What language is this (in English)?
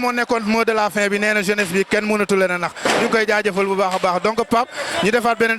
Wolof